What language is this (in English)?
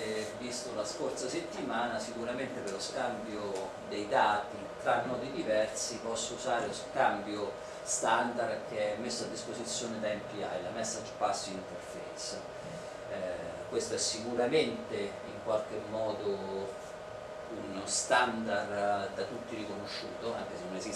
Italian